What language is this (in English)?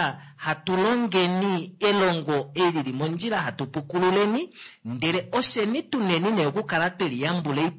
Kuanyama